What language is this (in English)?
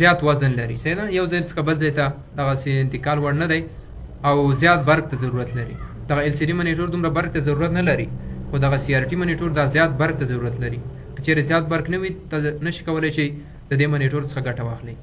Pashto